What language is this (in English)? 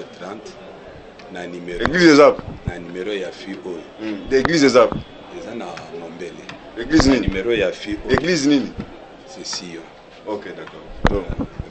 Lingala